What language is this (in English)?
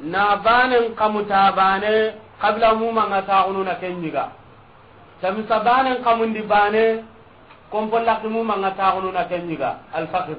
Soninke